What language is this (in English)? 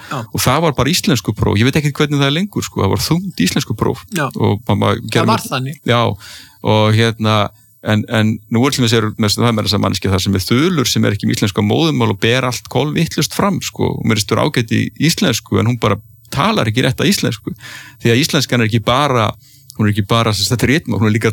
Icelandic